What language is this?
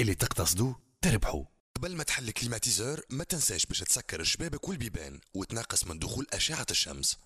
Tunisian Arabic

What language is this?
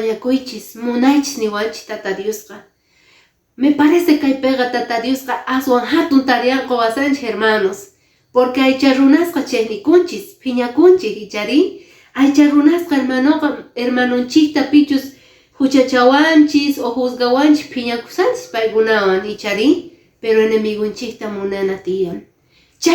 Quechua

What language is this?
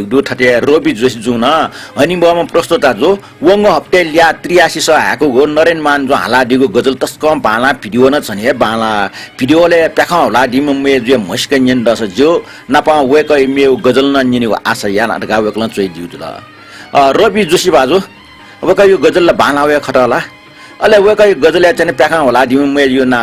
Newari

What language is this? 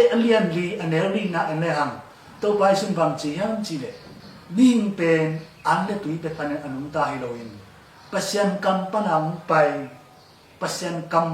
Tedim Chin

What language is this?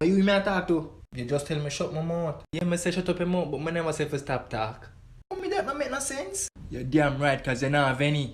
Jamaican Creole English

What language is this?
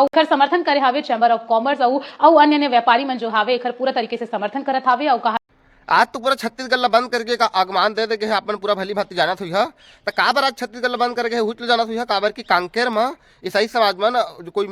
Chhattisgarhi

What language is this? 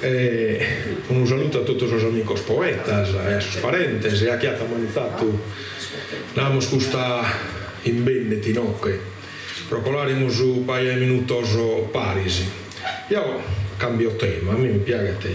Sardinian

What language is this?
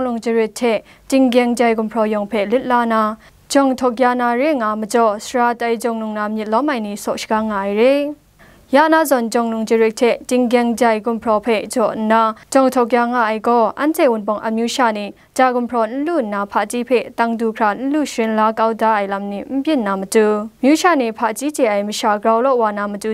Kachin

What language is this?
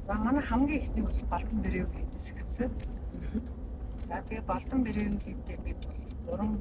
Mongolian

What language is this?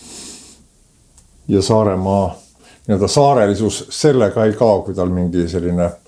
Estonian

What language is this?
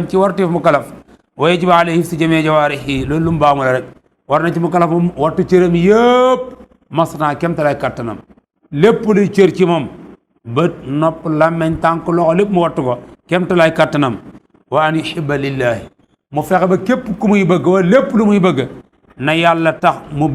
Wolof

